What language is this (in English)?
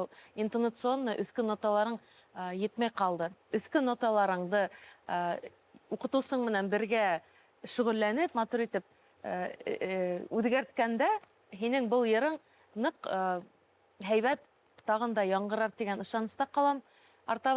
Bashkir